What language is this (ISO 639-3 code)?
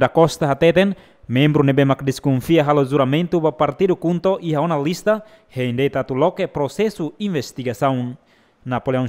tet